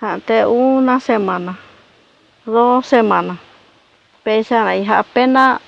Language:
Guarani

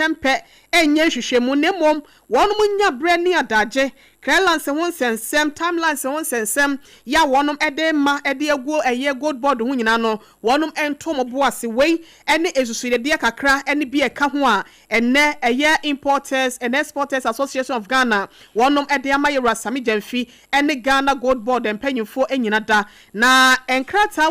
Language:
Akan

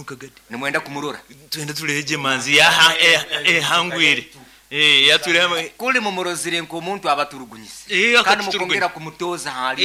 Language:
Nyankole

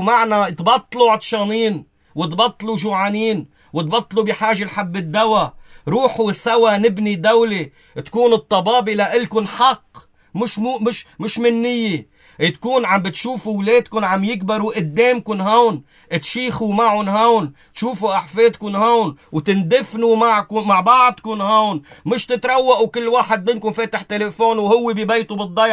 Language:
North Levantine Arabic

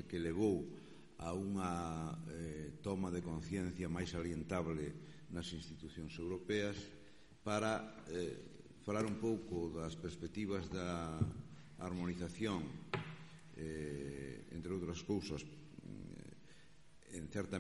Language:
Galician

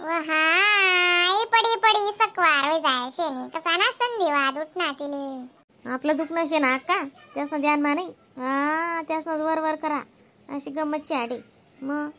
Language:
Khandesi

